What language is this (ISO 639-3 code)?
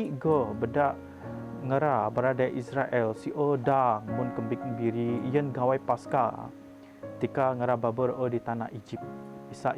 bth